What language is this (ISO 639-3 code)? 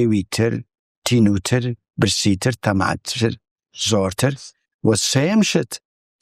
ckb